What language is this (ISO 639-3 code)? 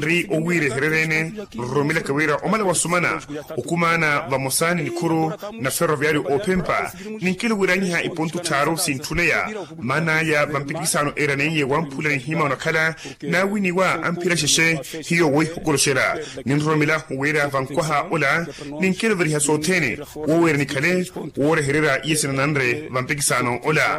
vmw